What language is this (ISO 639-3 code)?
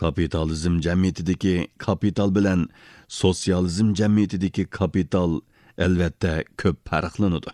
uig